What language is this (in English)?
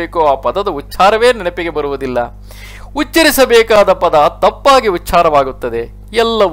Kannada